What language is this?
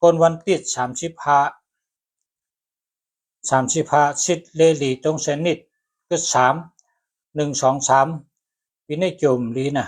Shan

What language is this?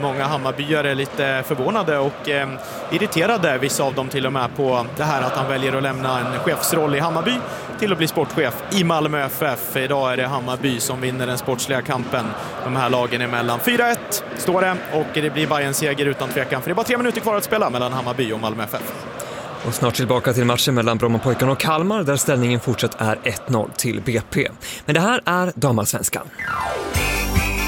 Swedish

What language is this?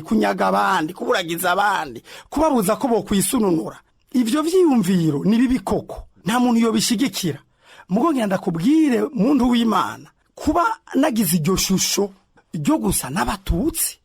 Rundi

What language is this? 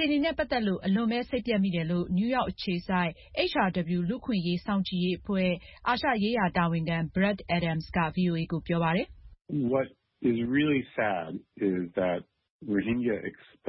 Burmese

